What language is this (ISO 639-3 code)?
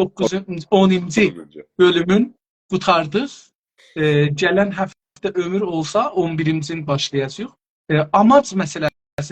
azb